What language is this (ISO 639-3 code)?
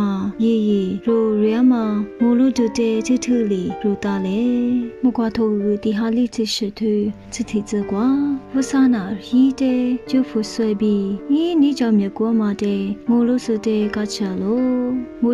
lis